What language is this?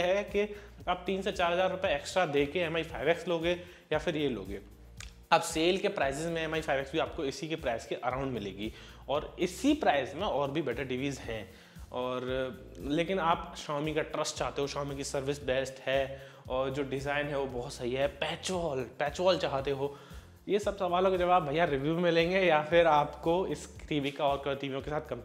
Hindi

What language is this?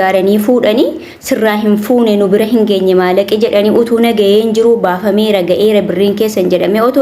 Oromo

